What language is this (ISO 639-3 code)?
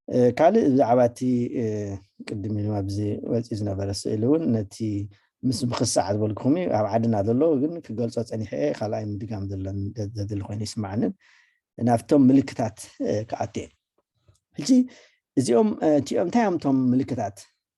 tir